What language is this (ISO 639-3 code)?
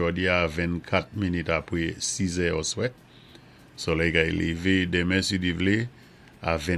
acf